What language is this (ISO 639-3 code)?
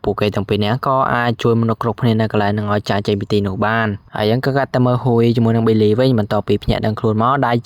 khm